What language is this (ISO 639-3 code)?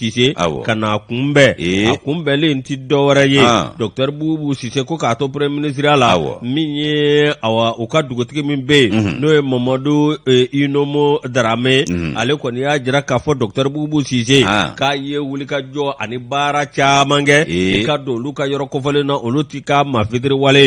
bam